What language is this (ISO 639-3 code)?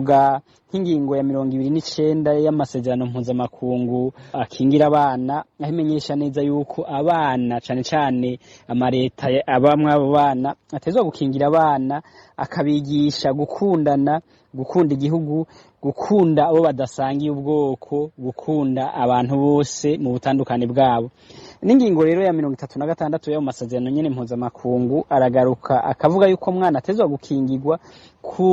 run